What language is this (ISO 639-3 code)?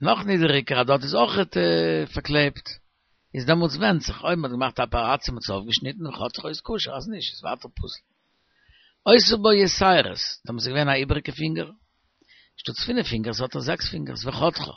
yid